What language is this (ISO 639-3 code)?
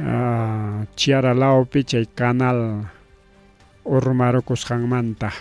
quy